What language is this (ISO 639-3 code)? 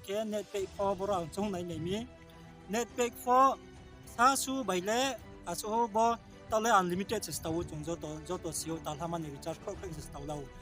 ria